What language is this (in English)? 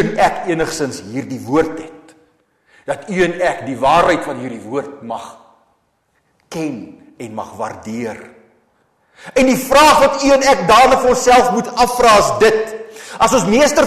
Afrikaans